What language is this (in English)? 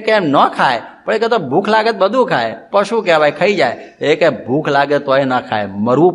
Gujarati